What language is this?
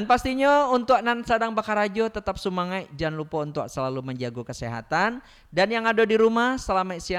Minangkabau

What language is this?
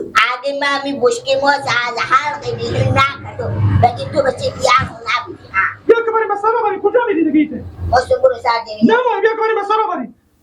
Persian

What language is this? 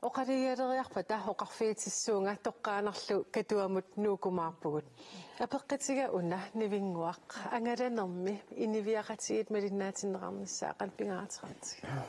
Kalaallisut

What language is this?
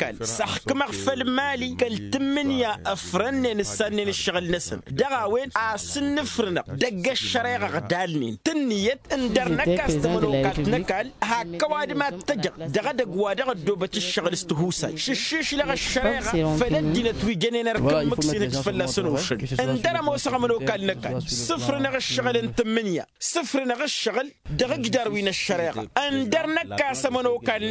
Tamasheq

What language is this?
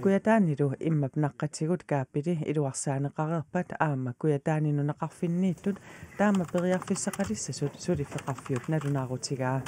Kalaallisut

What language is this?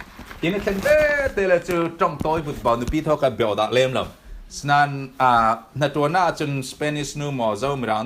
Falam Chin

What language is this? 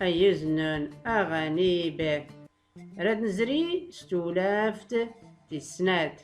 Tachelhit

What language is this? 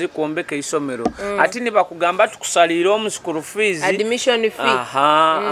Nyoro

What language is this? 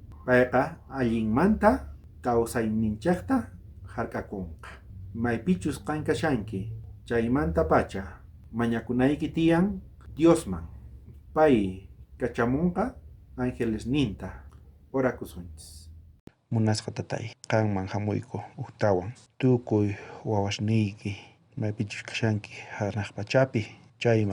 South Bolivian Quechua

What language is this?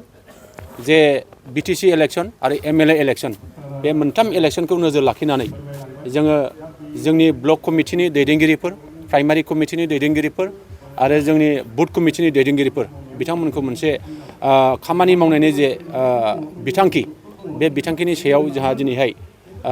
Bodo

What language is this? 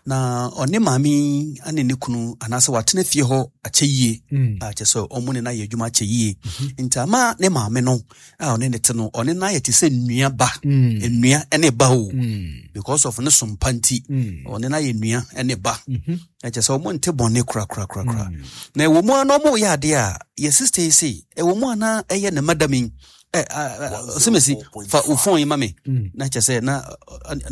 Akan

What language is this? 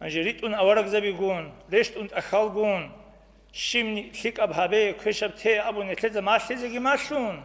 Avaric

